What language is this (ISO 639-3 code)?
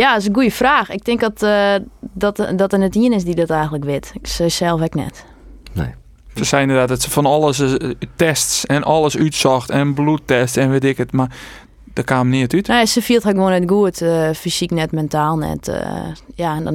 fry